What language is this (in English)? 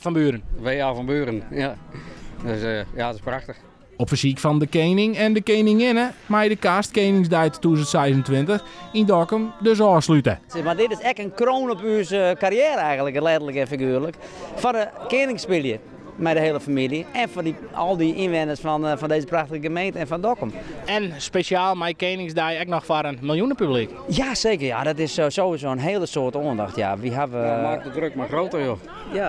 Western Frisian